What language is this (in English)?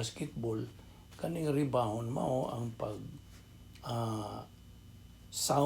Cebuano